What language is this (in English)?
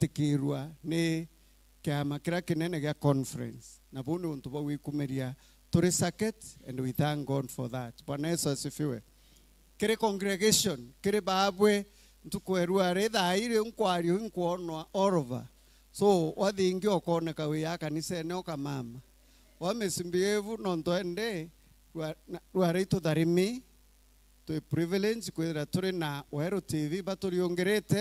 Meru